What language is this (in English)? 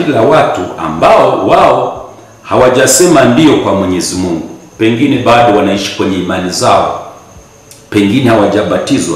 Swahili